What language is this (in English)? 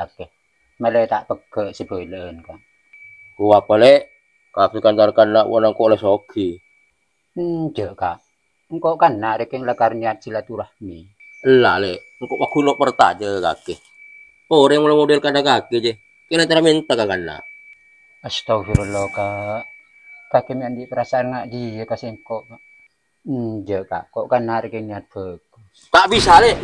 Madurese